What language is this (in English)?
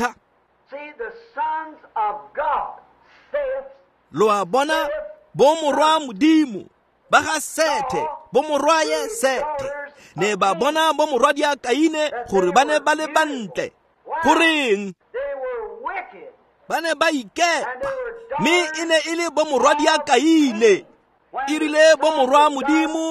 Tswana